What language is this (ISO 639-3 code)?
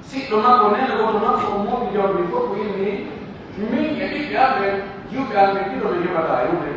fuf